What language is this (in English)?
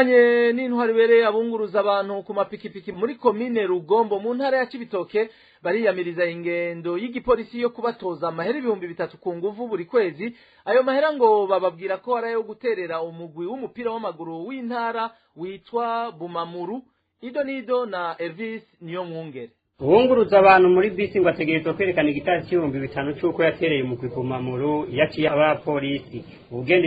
Rundi